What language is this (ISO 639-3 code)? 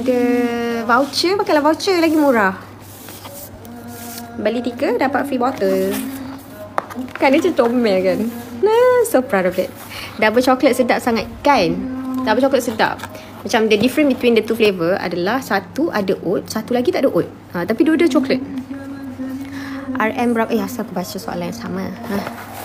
msa